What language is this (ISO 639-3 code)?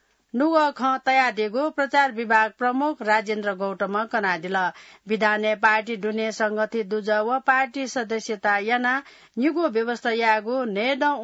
new